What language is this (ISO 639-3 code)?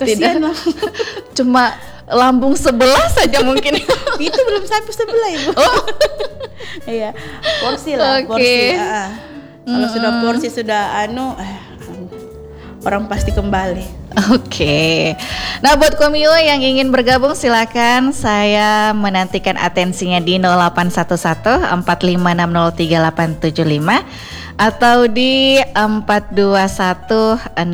ind